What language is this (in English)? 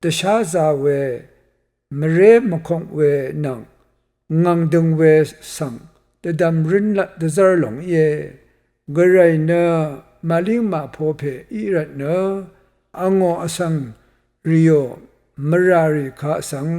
Rawang